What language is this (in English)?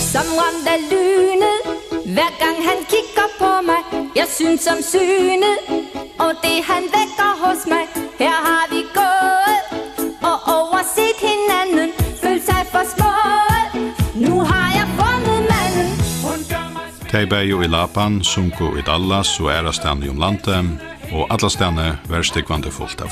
Faroese